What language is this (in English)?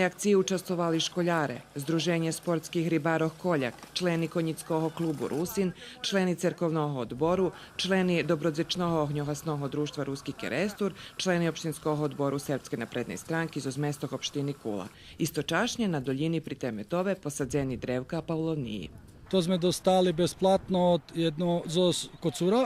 Rusyn